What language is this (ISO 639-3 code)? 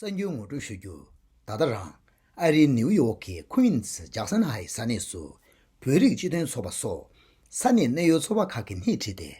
bod